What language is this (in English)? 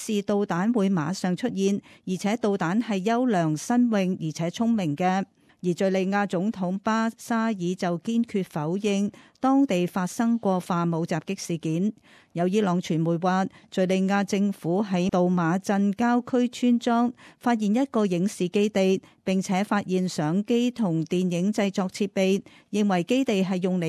Cantonese